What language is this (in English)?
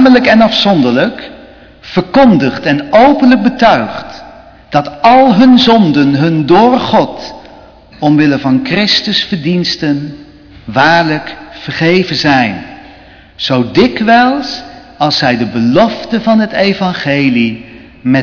Dutch